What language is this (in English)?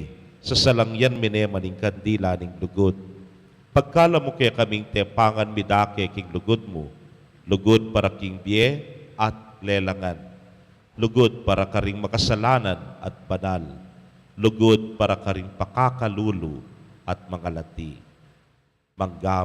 Pampanga